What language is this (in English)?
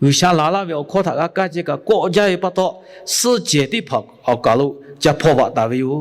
Lahu